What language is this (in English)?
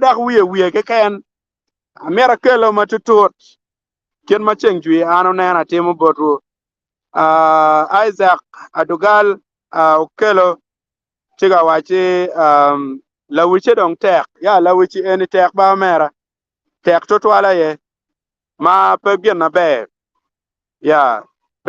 Acoli